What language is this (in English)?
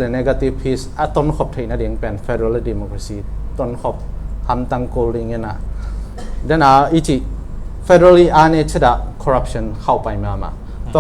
Tedim Chin